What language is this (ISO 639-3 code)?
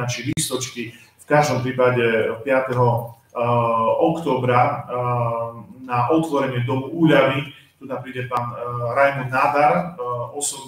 slk